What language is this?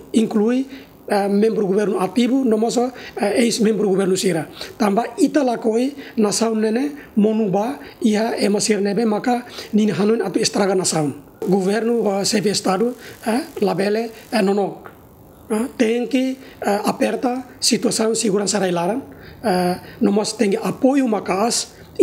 Tetum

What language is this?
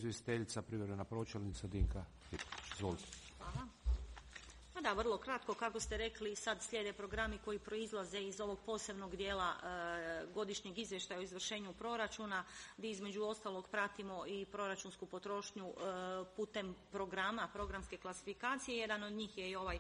Croatian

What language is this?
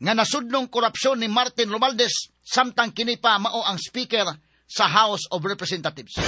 Cebuano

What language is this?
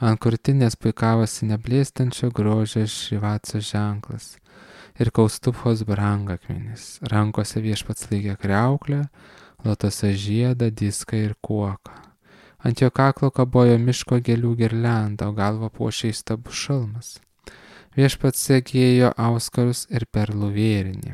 Lithuanian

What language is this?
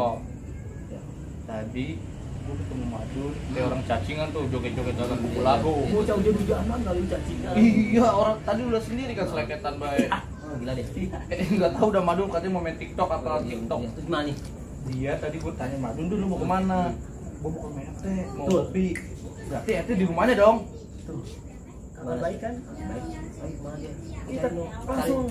Betawi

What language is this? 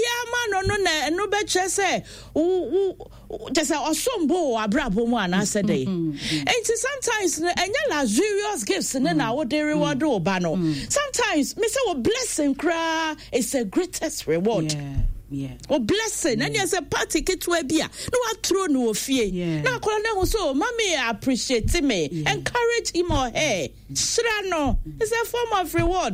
Akan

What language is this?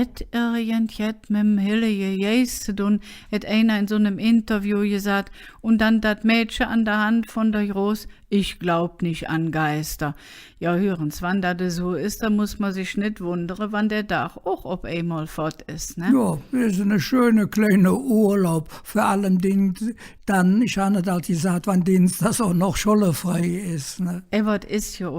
Colognian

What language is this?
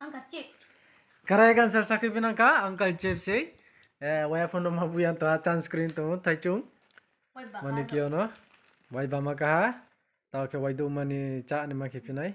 Riang (India)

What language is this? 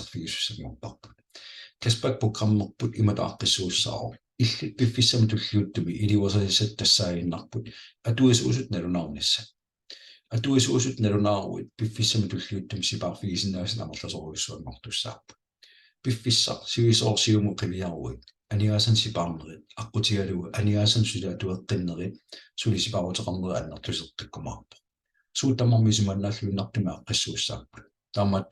Kalaallisut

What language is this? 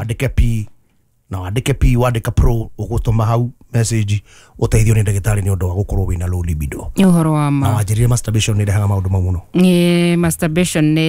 Kikuyu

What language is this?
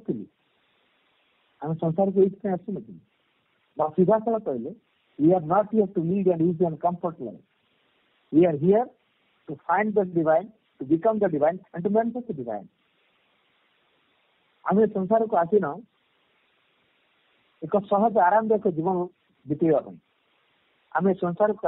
Odia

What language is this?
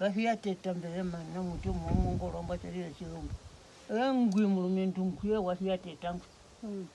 Herero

